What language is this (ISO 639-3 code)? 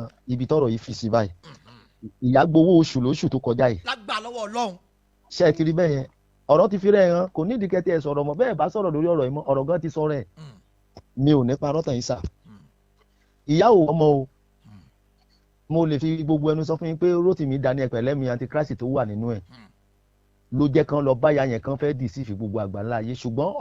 yor